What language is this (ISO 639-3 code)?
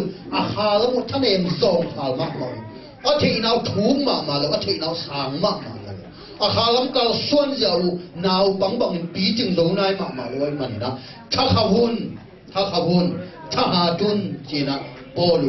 ctd